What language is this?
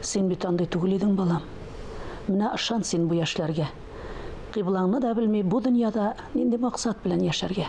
Tatar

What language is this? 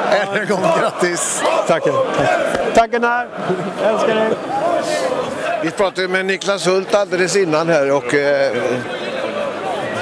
Swedish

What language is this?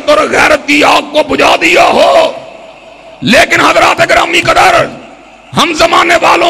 Urdu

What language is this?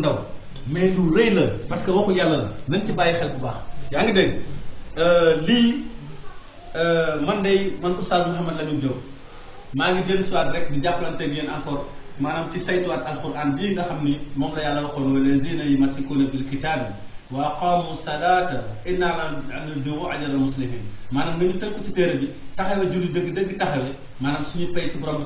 Wolof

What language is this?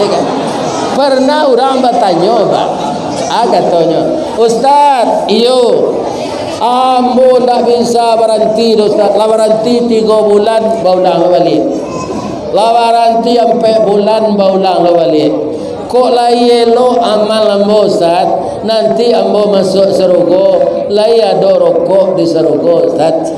Minangkabau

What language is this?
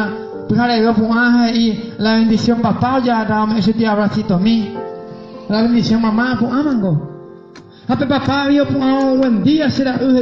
Guarani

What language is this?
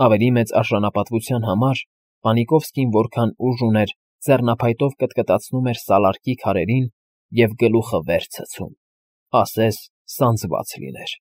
Armenian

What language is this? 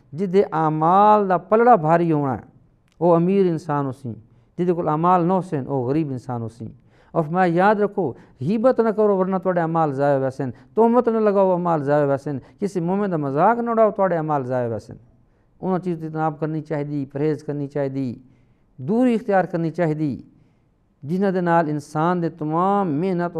Saraiki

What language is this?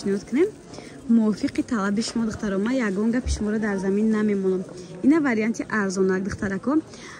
Tajik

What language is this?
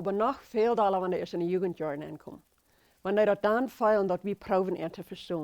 Plautdietsch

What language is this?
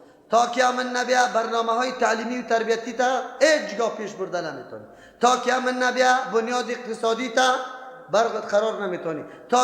Persian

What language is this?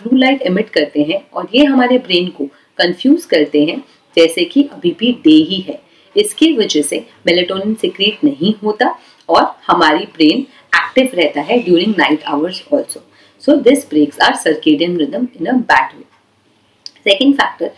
Hindi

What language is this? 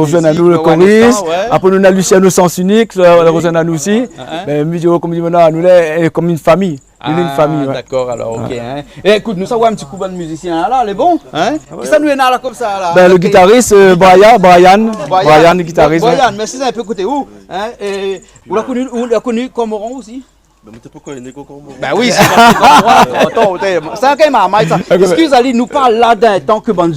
Réunion Creole French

